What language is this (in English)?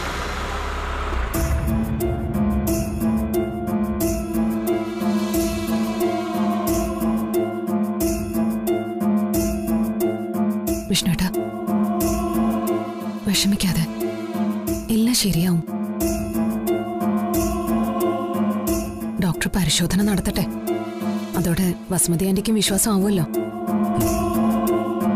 Malayalam